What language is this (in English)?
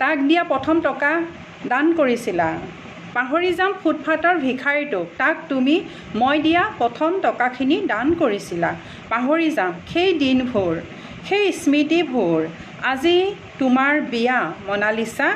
Assamese